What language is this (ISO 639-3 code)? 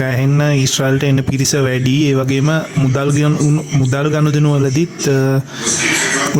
sin